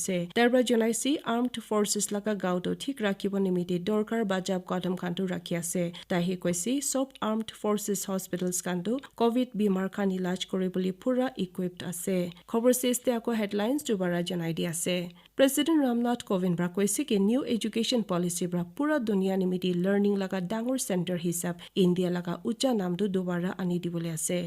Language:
Naga Pidgin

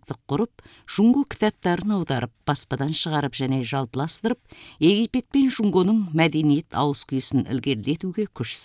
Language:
Kazakh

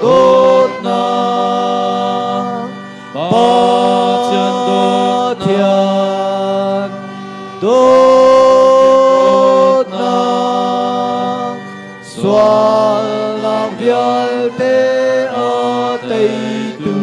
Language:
Hakha Chin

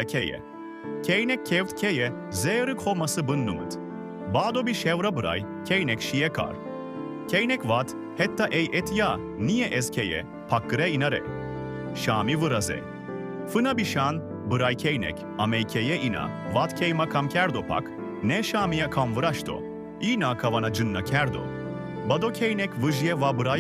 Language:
Zaza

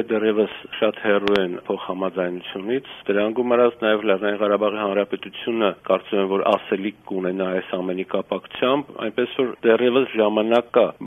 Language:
Armenian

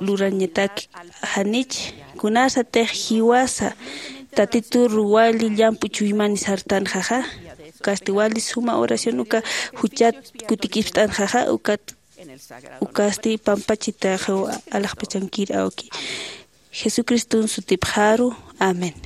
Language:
Aymara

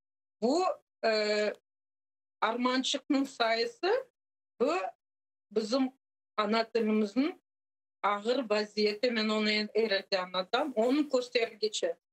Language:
Crimean Tatar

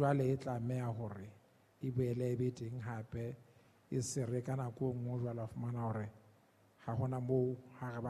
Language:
Southern Sotho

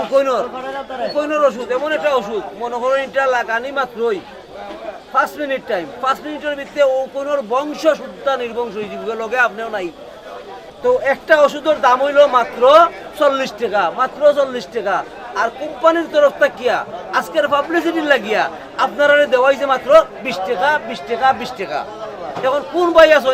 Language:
Sylheti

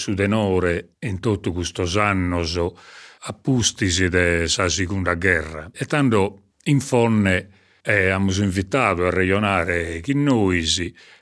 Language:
Sardinian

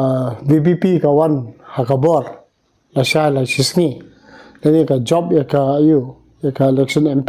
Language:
Khasi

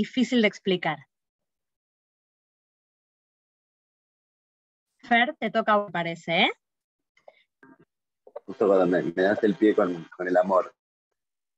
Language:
Spanish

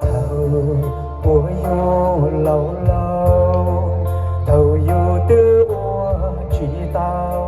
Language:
Hmong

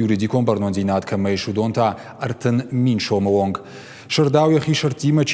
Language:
Ossetic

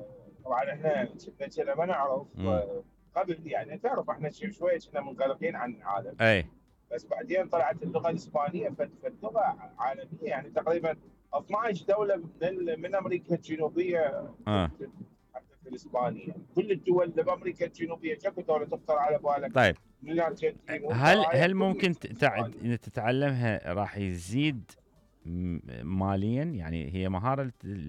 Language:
Mesopotamian Arabic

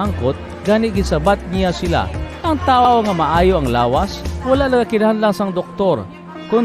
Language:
Hiligaynon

